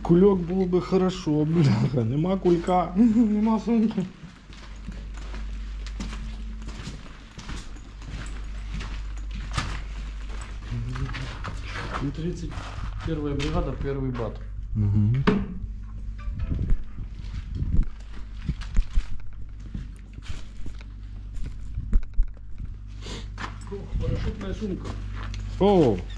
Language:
Ukrainian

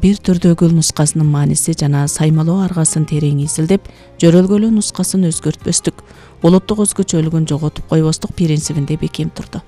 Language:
Kyrgyz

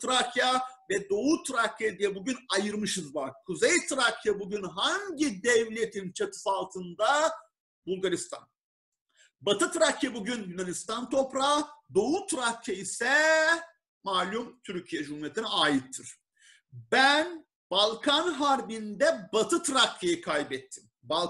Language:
Turkish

